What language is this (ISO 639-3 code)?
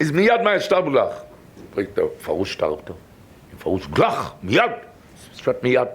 yid